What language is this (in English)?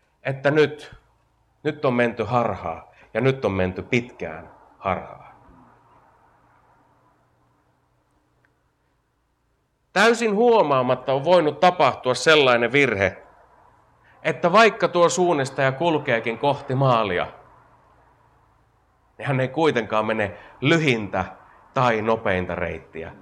Finnish